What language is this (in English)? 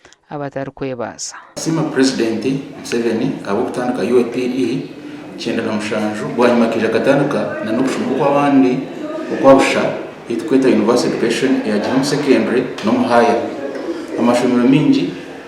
Nyankole